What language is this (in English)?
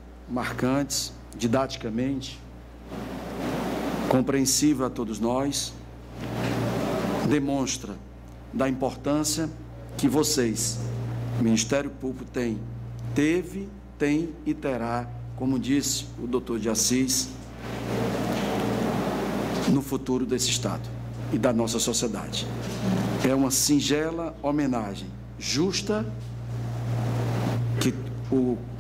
Portuguese